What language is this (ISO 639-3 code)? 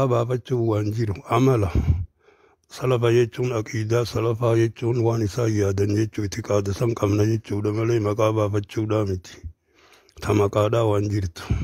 orm